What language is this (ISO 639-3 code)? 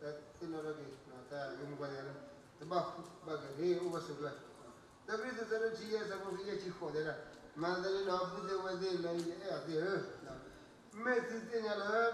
ksw